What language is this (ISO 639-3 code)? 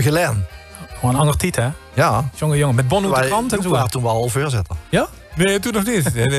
lim